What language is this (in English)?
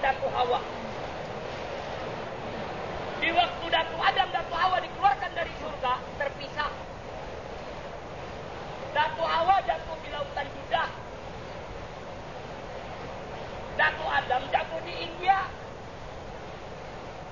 Indonesian